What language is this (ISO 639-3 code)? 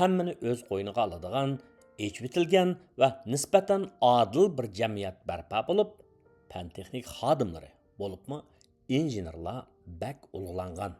uig